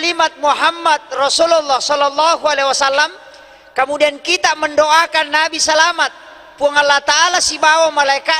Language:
Buginese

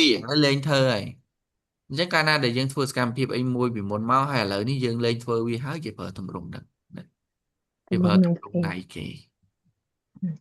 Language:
Khmer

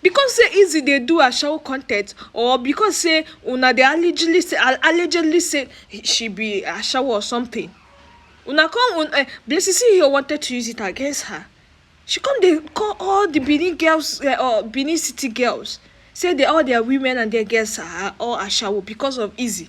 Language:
Nigerian Pidgin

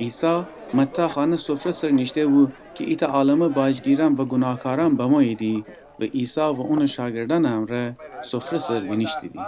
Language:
Gilaki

